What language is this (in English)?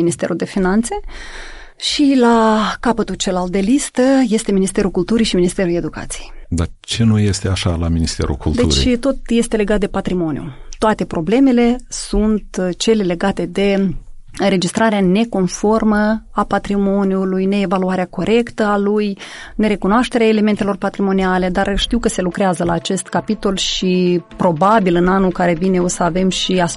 Romanian